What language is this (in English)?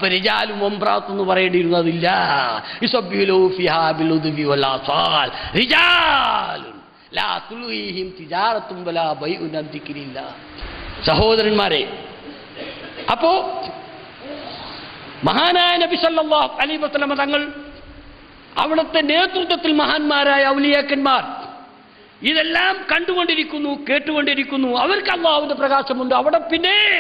Malayalam